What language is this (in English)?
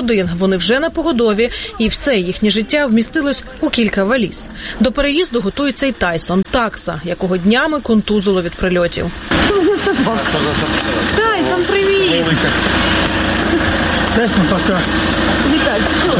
Ukrainian